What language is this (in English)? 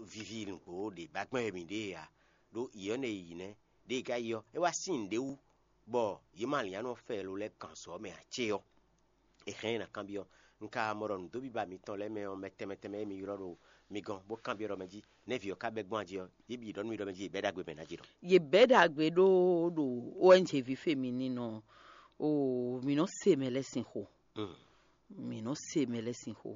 Fon